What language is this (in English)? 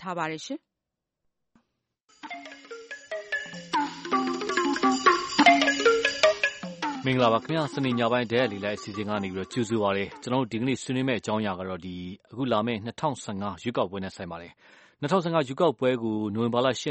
Burmese